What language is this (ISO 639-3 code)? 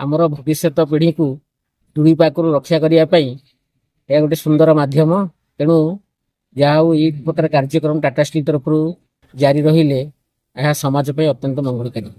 ori